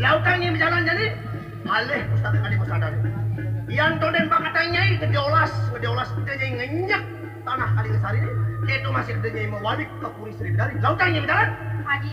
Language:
Balinese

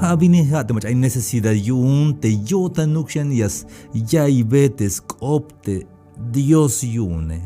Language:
Tzeltal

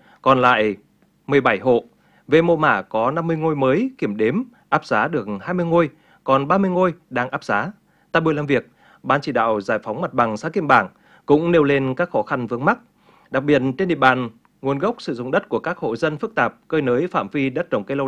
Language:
Vietnamese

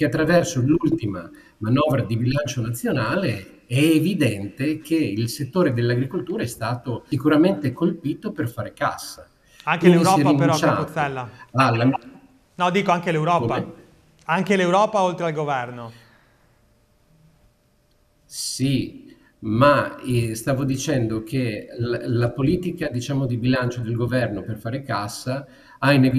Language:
Italian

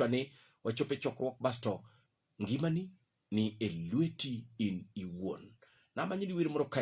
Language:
Luo (Kenya and Tanzania)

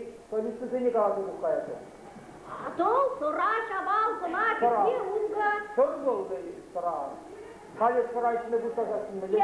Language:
Chuvash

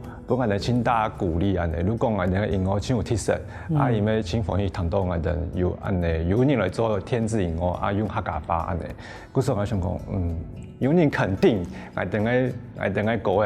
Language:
Hakka Chinese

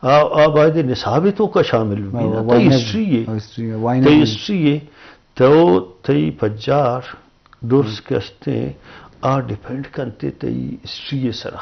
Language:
Eastern Balochi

